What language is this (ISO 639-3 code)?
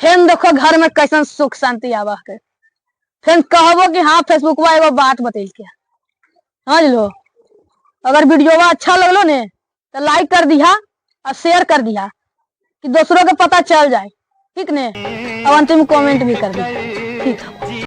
mag